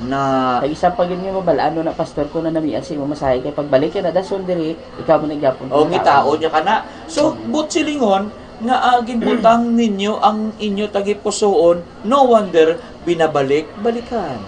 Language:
Hiligaynon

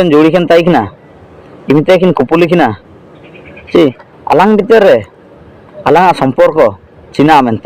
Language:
Ho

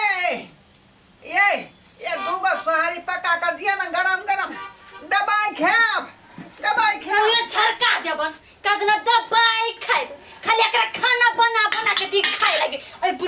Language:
Maithili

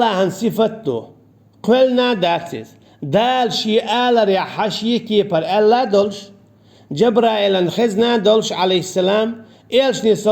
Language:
Chechen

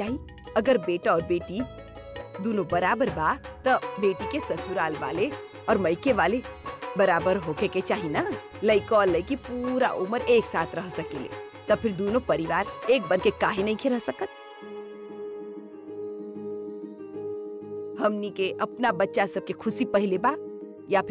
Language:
Bhojpuri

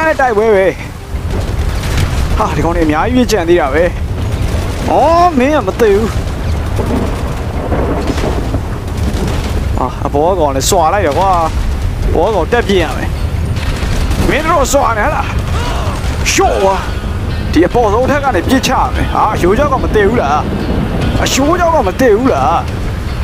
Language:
Burmese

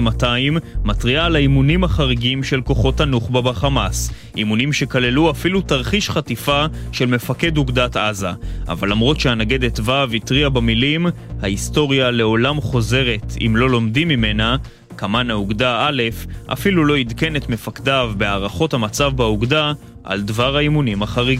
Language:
Hebrew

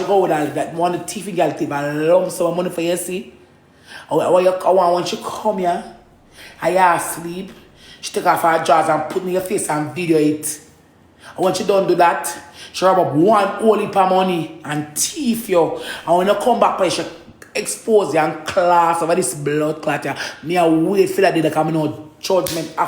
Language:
Jamaican Creole English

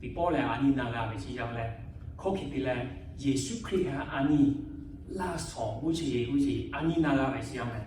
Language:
Lahu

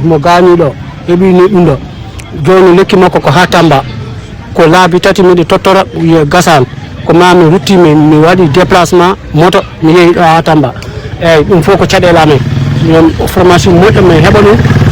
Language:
Fula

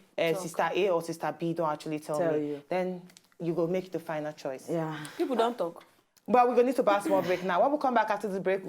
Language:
Nigerian Pidgin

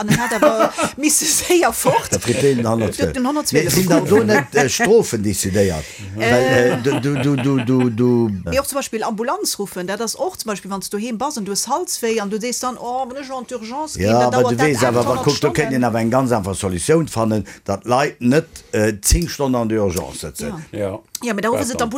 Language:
Luxembourgish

